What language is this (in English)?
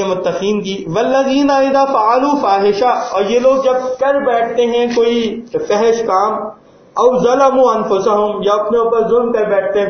Urdu